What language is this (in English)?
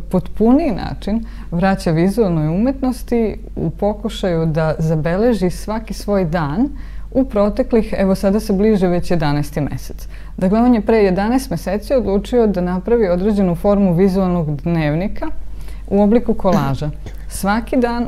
Serbian